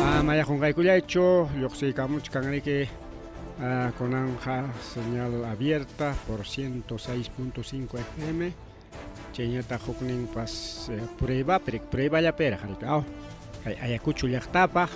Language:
Ayacucho Quechua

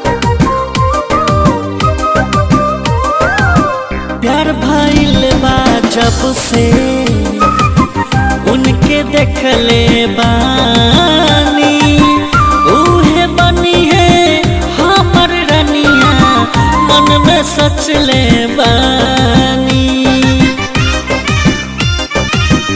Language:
Bhojpuri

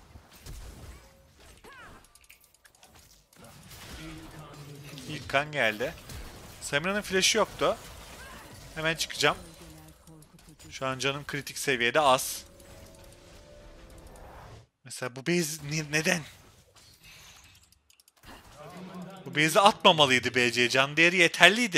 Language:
Turkish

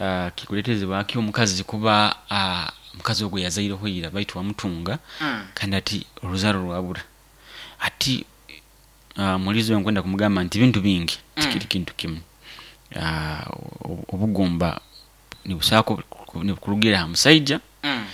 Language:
Nyoro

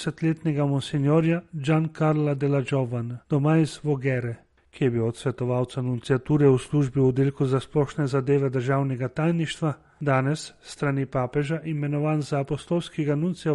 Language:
Slovenian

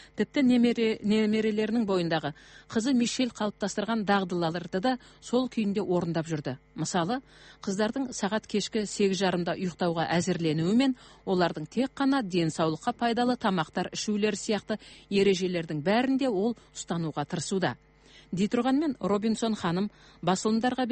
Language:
Kazakh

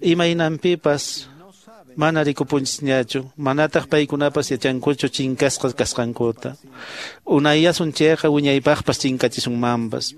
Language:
Quechua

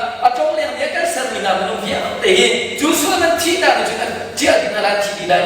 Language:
Hakha Chin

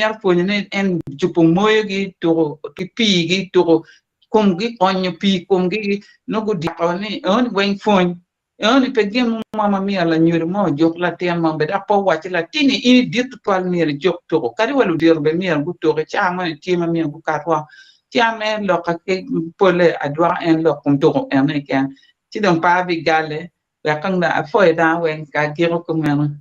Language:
Acoli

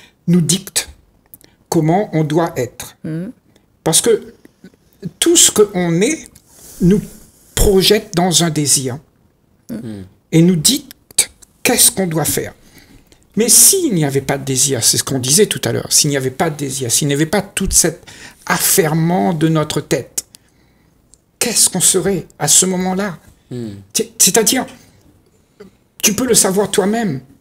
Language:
French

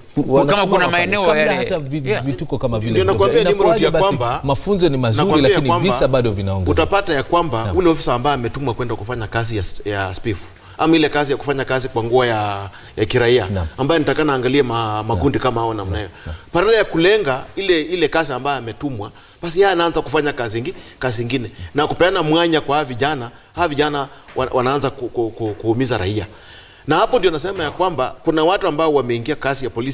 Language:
Swahili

